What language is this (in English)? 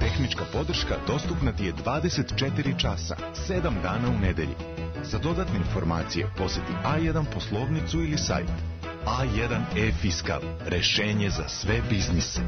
Serbian